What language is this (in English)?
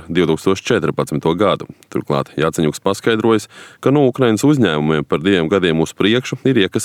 Latvian